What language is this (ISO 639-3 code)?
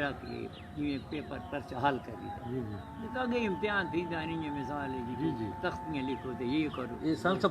skr